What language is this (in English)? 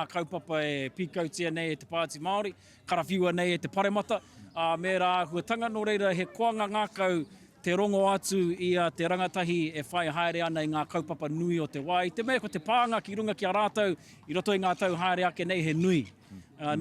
Māori